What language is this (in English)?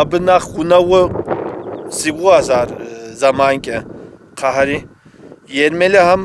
Kabardian